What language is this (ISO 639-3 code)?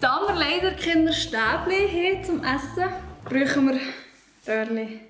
gsw